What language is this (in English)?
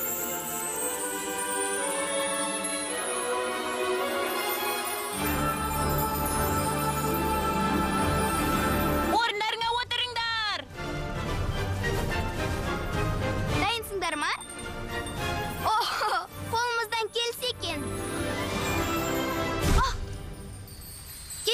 Kazakh